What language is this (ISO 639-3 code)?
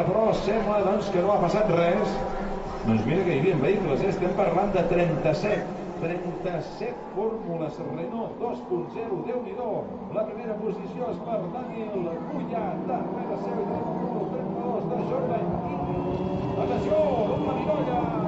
cat